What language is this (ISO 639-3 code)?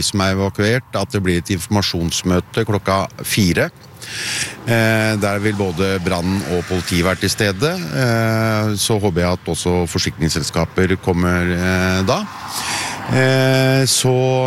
nor